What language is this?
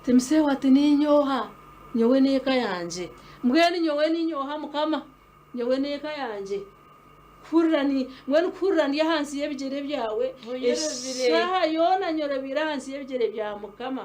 Nyankole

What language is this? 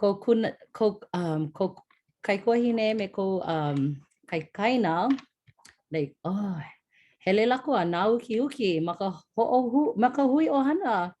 Hawaiian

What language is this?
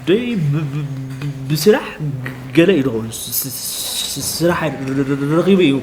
Tigrinya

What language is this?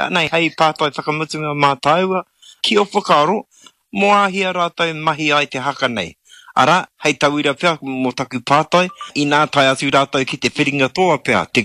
Māori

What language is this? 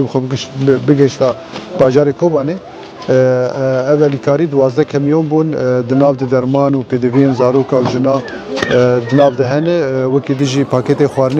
Kurdish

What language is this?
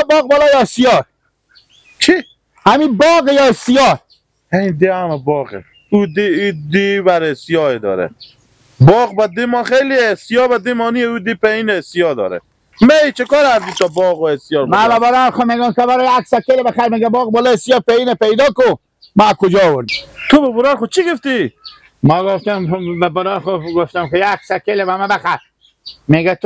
Persian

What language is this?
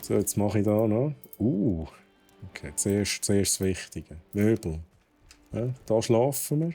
Swiss German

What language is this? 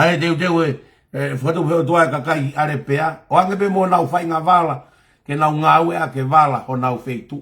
Tongan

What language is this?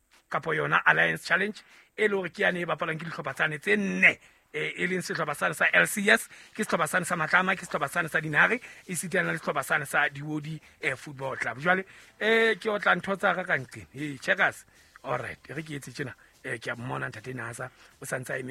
Southern Sotho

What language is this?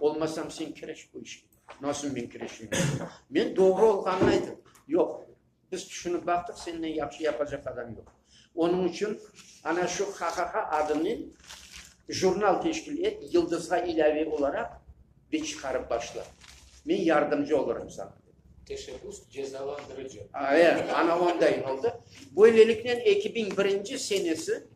Crimean Tatar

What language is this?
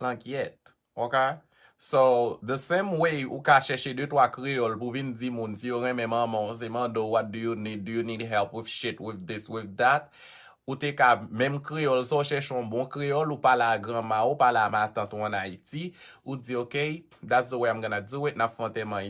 Haitian Creole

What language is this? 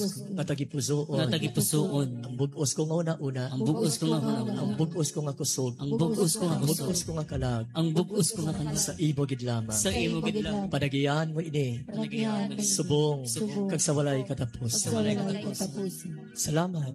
Hiligaynon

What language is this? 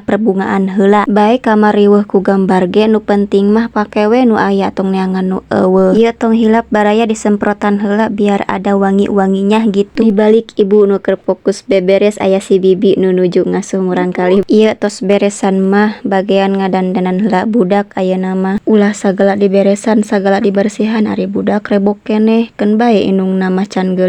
Sundanese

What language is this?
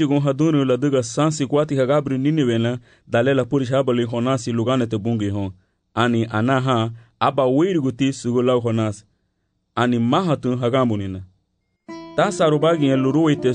Garifuna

